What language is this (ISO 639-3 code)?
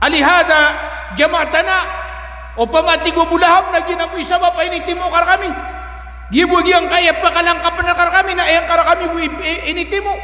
mrw